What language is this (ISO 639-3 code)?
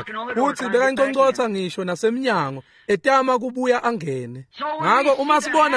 ssw